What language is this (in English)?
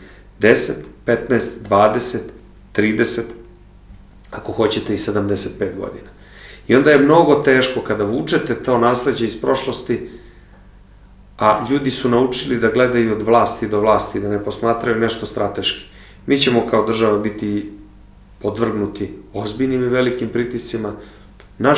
Serbian